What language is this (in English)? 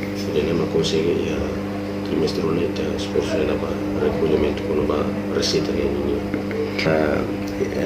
Tetum